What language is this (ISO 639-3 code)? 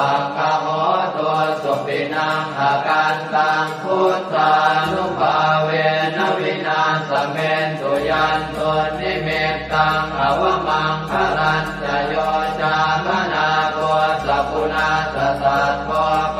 pli